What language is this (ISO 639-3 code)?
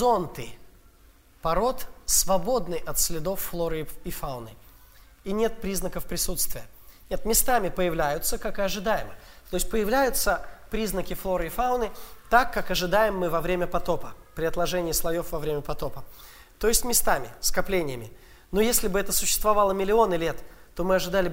rus